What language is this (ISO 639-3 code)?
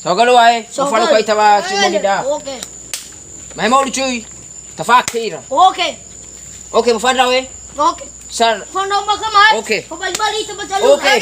nia